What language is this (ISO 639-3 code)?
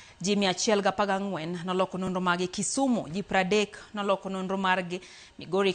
luo